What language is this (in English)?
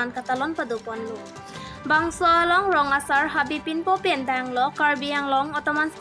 Karbi